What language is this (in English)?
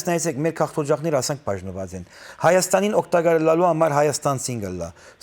Western Armenian